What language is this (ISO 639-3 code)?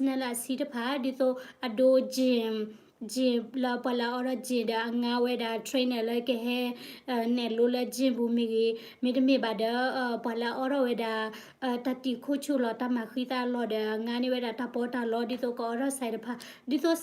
ksw